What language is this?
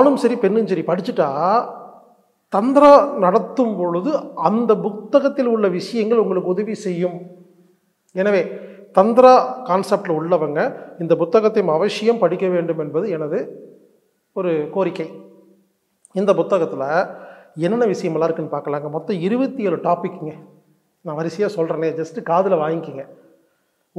Tamil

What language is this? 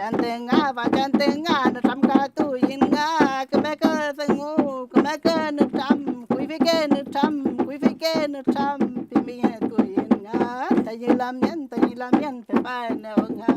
Mapuche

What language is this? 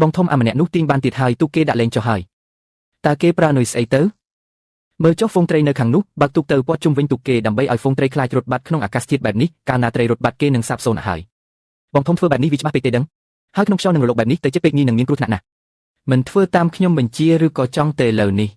Khmer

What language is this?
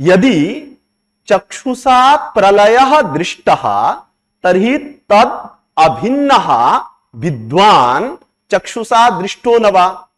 Sanskrit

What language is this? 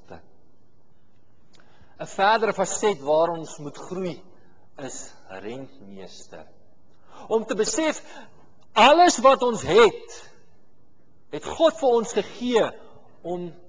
Afrikaans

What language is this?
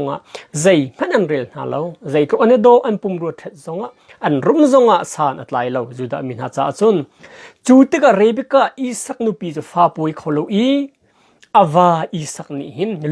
Hakha Chin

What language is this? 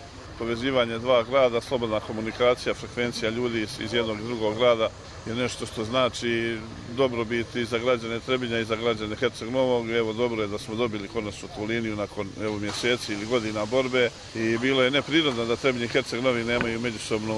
Croatian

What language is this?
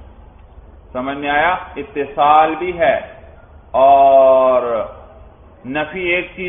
Urdu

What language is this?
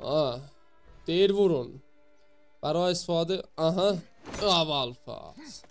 South Azerbaijani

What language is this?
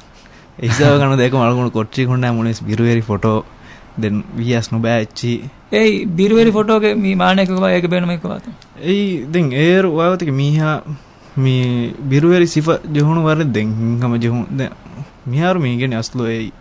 Divehi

